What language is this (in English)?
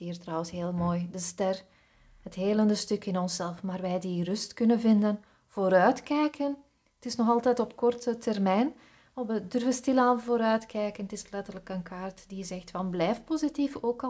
Dutch